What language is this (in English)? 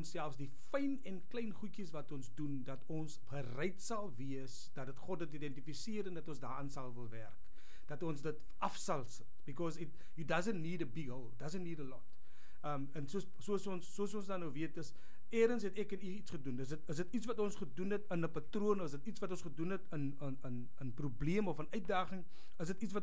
Afrikaans